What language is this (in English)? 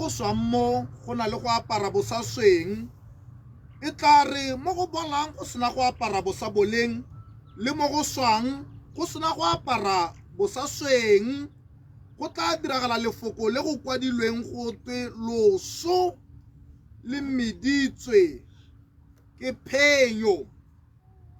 Tswana